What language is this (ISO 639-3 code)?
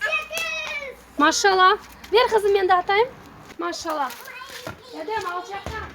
crh